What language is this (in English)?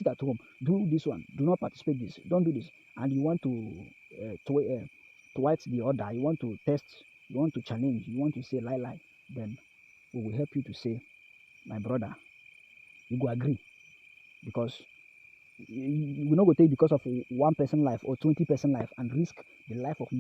Nigerian Pidgin